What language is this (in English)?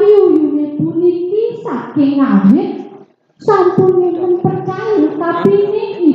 Balinese